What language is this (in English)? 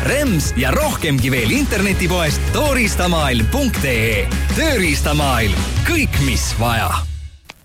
Estonian